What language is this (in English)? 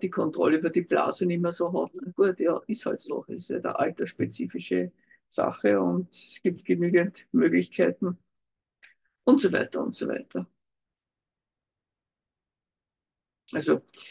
German